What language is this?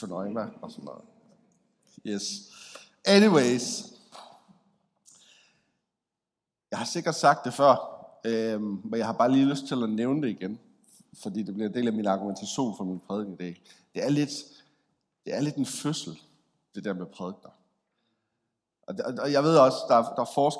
Danish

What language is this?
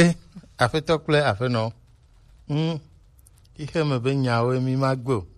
Gen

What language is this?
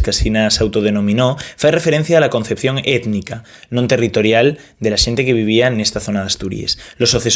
Asturian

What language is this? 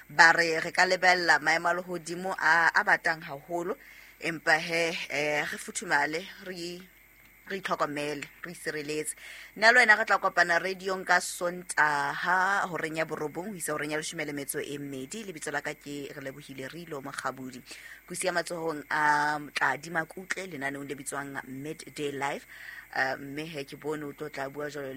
Southern Sotho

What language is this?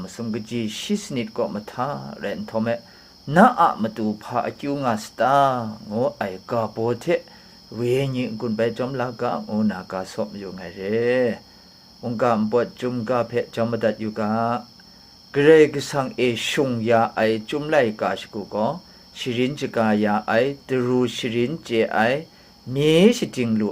Kachin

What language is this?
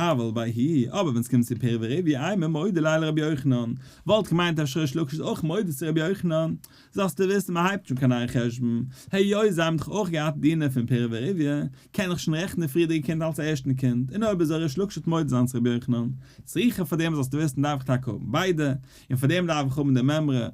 Yiddish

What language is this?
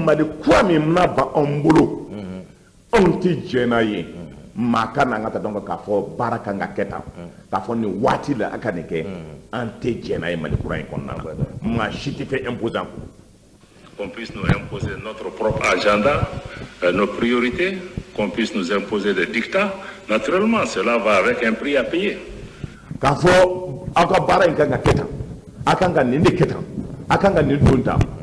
Bambara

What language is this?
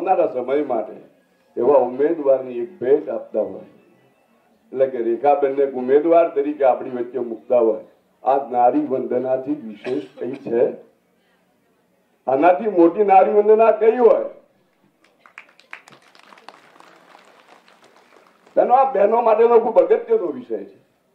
Gujarati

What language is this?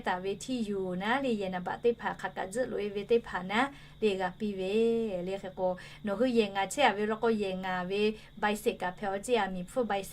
Lahu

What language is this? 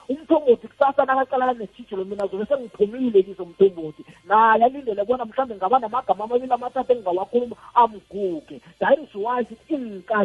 South Ndebele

